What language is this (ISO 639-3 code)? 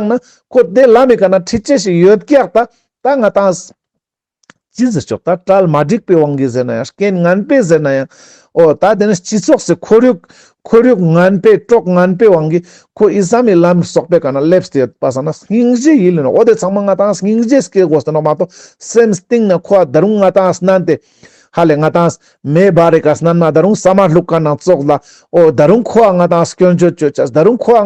lbj